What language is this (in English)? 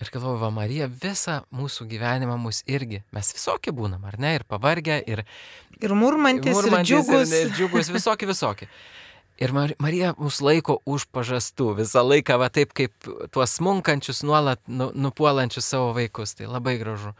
Lithuanian